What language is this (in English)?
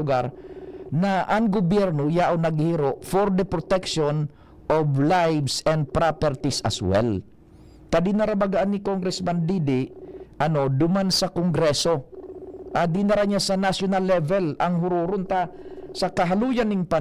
Bikol